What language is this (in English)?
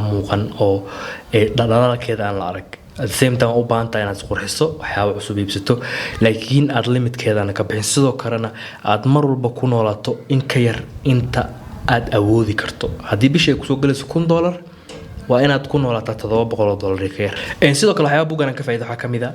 Somali